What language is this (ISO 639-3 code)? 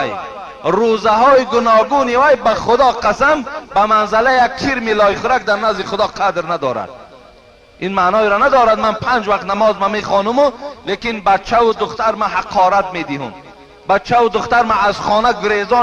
tgk